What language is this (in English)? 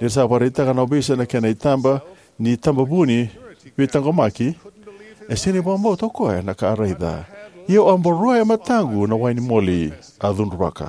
Fijian